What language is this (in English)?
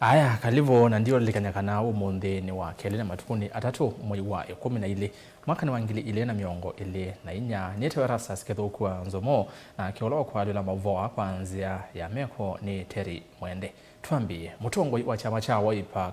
Kamba